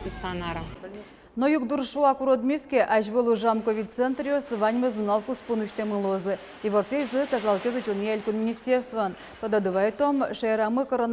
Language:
Udmurt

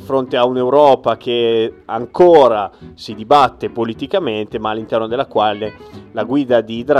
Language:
Italian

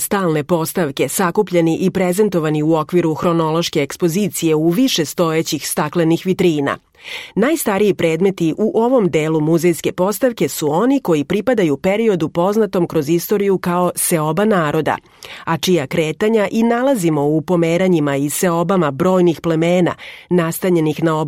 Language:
Serbian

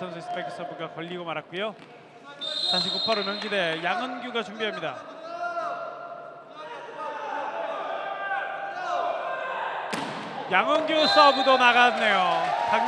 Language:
Korean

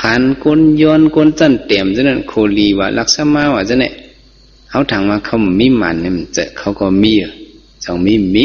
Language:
Shan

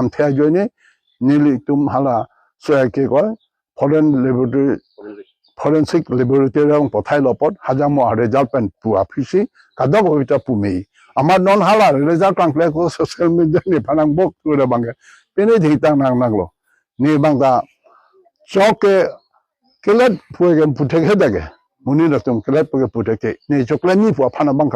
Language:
Karbi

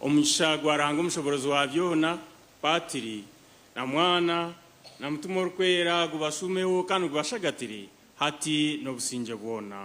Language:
Nyankole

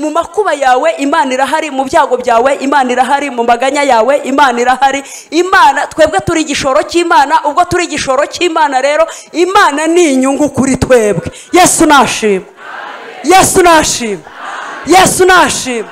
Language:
Kinyarwanda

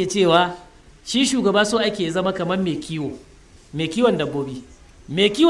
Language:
Hausa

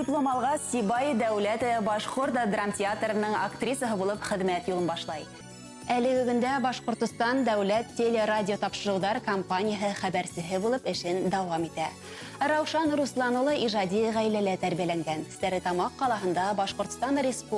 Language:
Bashkir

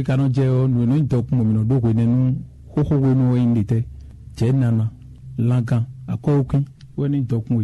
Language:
Fon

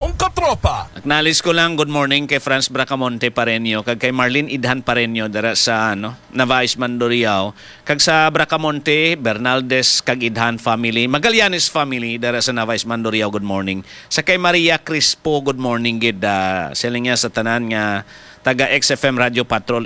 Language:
Hiligaynon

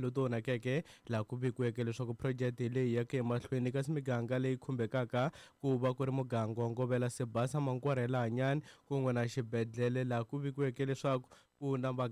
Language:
Tsonga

